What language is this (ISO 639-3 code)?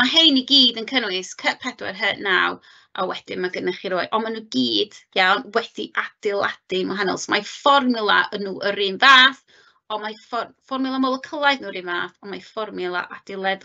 cym